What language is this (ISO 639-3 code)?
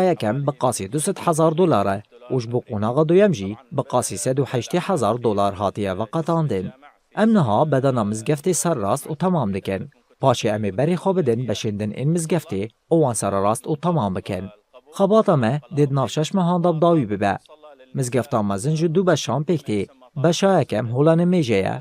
kur